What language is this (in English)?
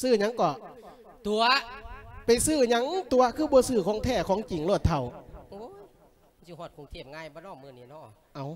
Lao